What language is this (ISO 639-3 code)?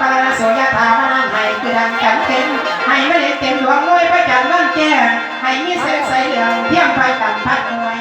lao